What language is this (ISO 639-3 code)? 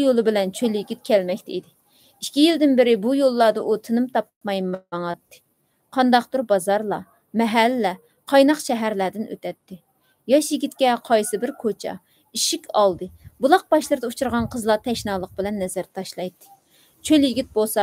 uig